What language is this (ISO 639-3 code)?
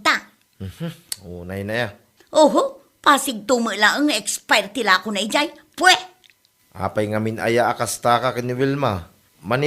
ilo